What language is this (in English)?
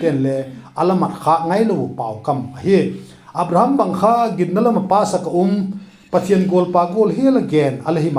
Vaiphei